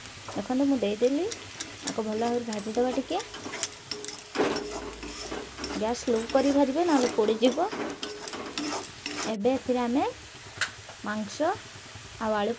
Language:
Odia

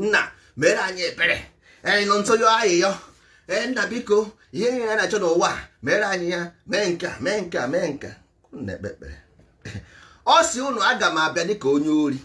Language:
Igbo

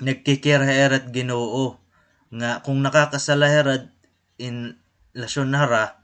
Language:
Waray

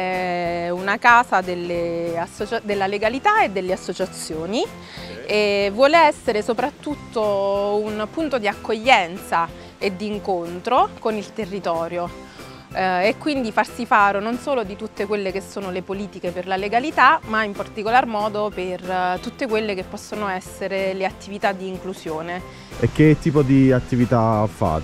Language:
Italian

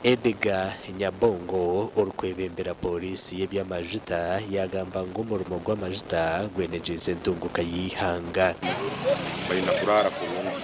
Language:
Nyankole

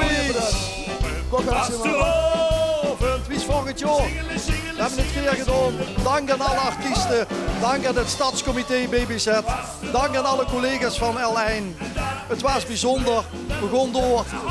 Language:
Limburgish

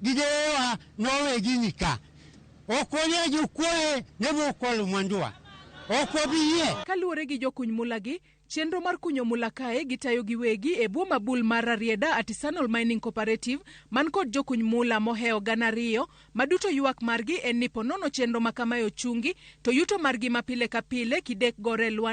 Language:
Luo (Kenya and Tanzania)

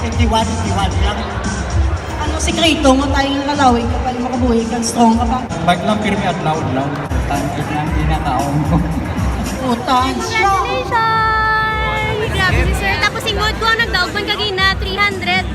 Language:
Hiligaynon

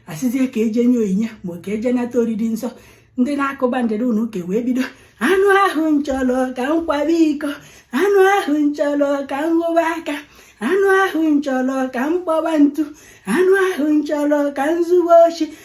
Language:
Igbo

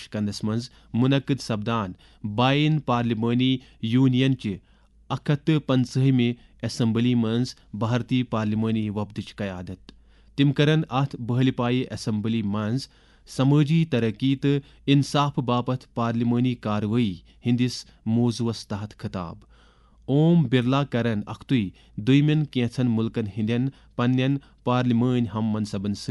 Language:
Kashmiri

